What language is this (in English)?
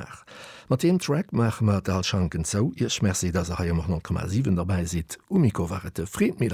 Luxembourgish